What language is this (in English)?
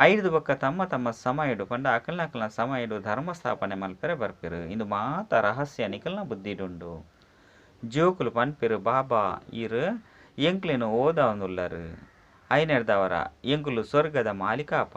Tulu